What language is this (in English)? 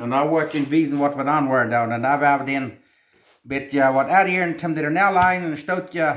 Plautdietsch